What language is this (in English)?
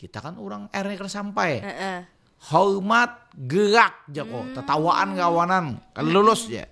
Banjar